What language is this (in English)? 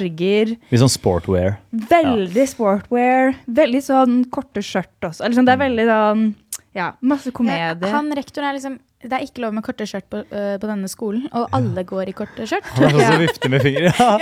Norwegian